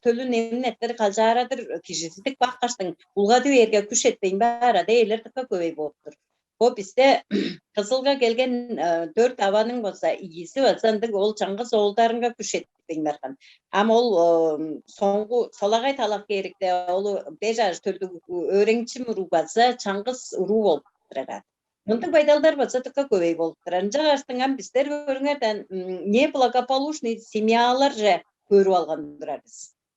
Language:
Tuvinian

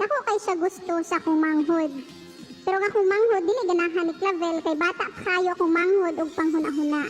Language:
Cebuano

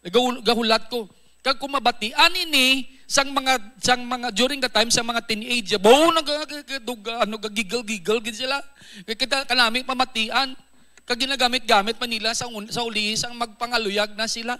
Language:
Hiligaynon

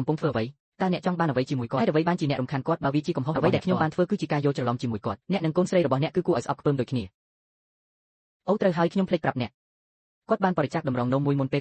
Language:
Khmer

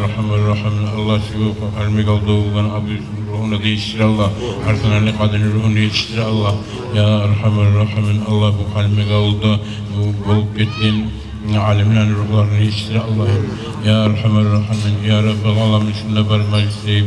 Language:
Kumyk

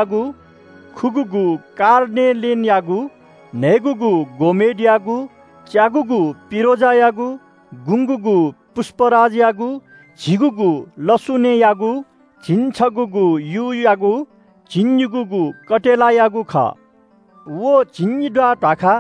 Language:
Newari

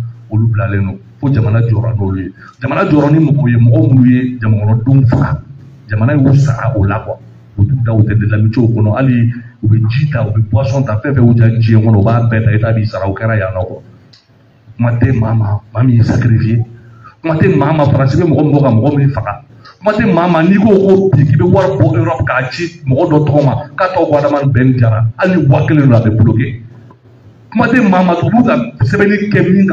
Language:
Bambara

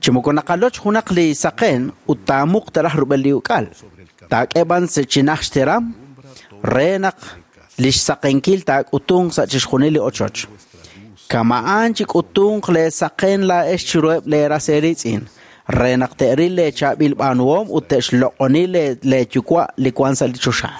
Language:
Kekchí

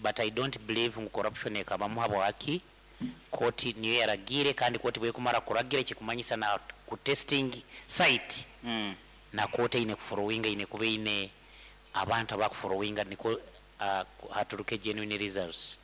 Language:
Nyankole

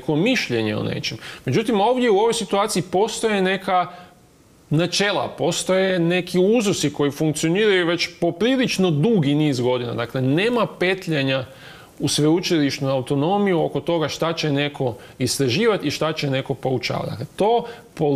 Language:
Croatian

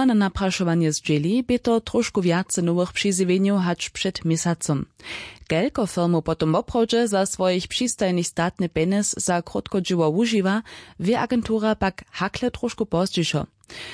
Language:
Upper Sorbian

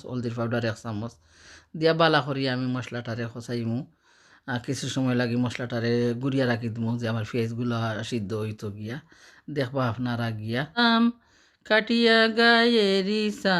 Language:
Sylheti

